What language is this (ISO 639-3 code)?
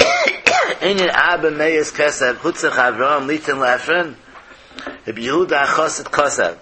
yid